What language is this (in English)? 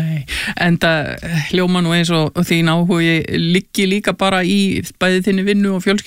Icelandic